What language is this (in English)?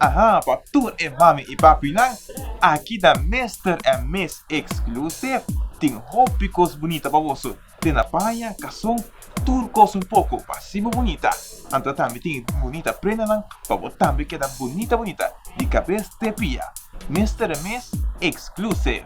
Papiamento